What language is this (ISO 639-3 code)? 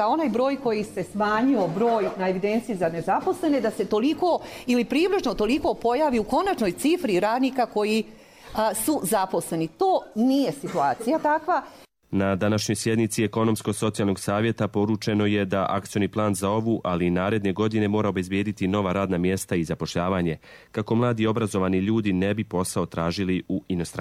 srp